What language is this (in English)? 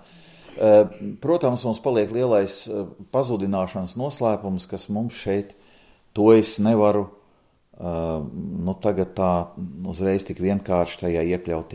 Latvian